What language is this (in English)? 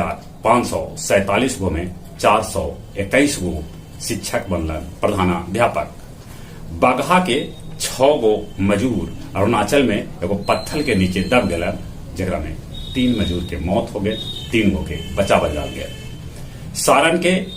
Magahi